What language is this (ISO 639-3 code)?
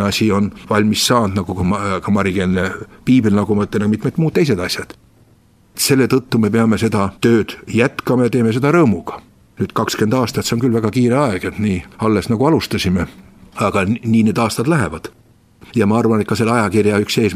est